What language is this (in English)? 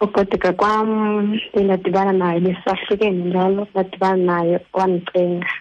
Xhosa